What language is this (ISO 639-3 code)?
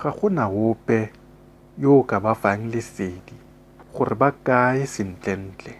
tsn